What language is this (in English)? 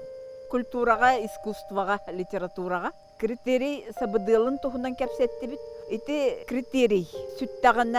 Yakut